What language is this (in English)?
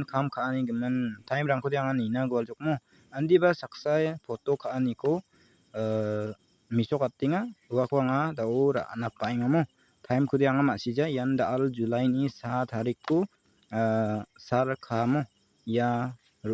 Garo